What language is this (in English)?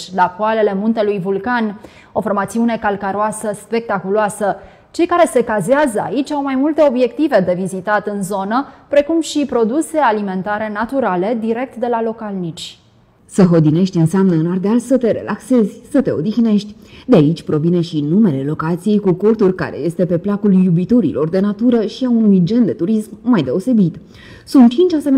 Romanian